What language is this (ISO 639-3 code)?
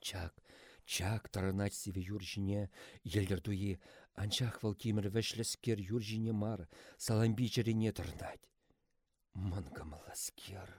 chv